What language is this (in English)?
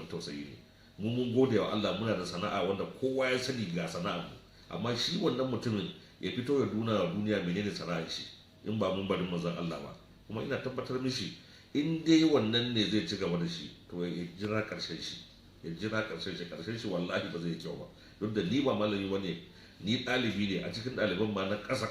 Hausa